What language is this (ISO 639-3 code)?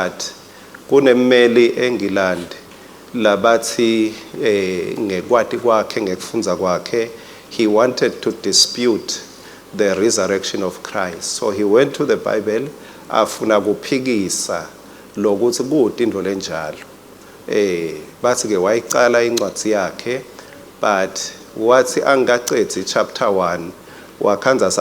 ssw